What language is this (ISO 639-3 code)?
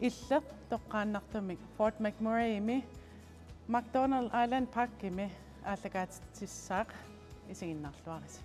kal